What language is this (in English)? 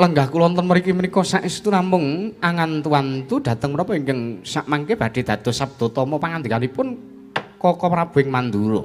Javanese